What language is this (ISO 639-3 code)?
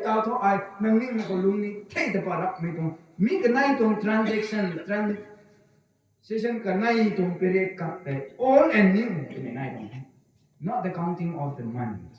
nbu